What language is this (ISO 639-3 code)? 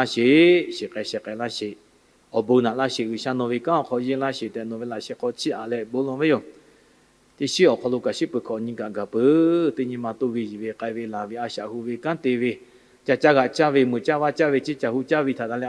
lhu